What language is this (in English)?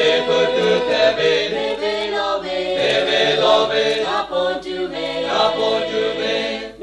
Lahu